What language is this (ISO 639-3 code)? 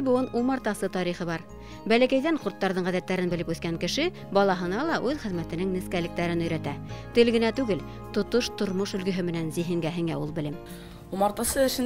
bak